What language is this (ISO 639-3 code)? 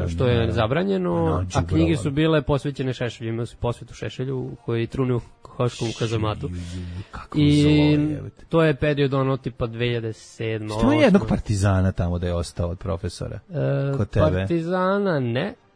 srp